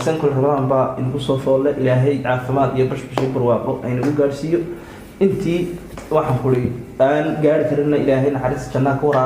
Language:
Somali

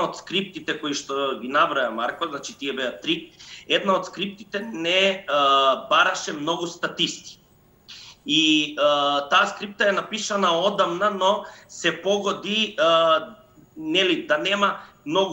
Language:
Macedonian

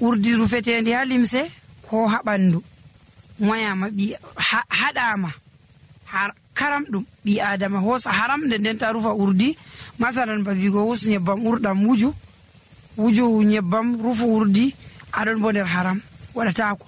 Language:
Nigerian Fulfulde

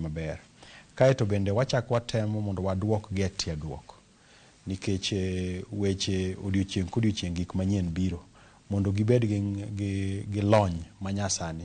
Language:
Luo (Kenya and Tanzania)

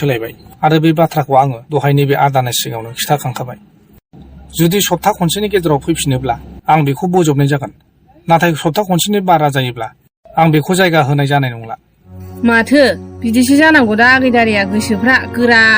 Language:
Bodo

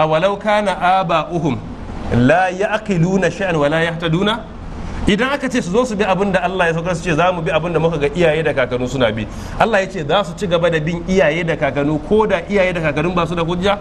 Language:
Hausa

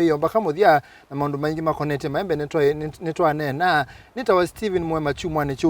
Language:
Kamba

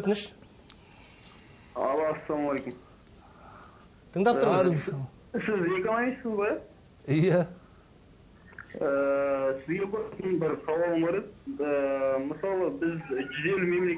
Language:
Kazakh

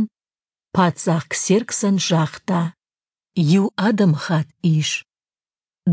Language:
Ossetic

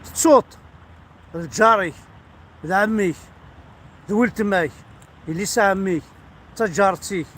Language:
Kabyle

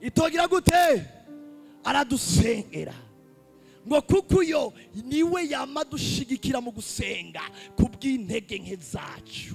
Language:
Rundi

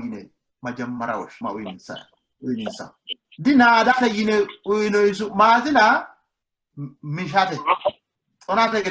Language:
Sidamo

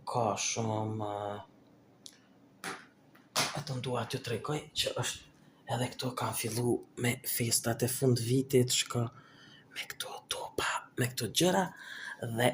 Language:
Albanian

